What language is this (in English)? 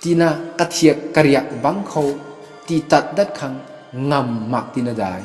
Rongmei Naga